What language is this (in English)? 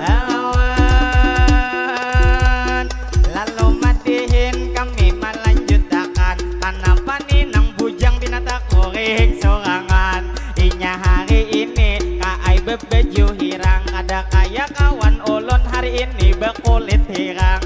Banjar